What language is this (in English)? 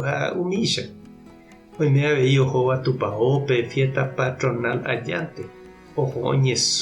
Guarani